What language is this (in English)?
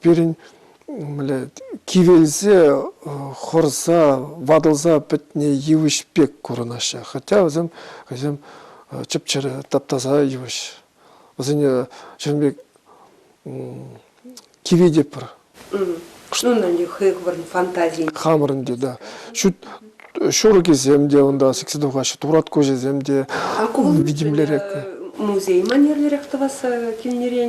Chuvash